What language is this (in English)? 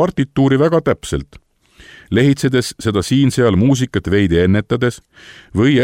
Estonian